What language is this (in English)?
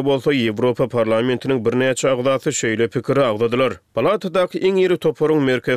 Turkmen